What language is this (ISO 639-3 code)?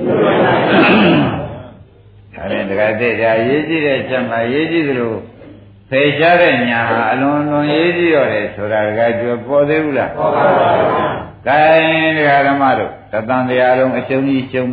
mya